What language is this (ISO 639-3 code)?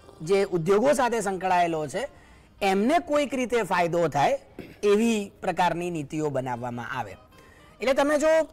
guj